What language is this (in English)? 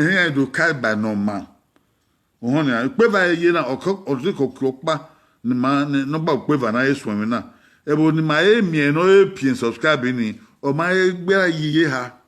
Bini